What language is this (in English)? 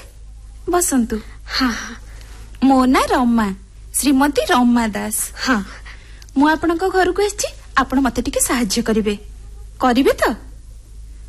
Odia